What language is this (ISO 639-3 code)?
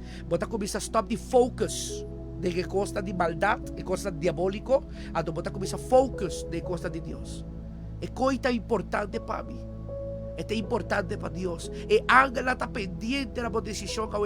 pap